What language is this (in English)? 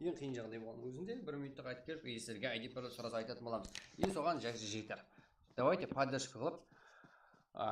Kara-Kalpak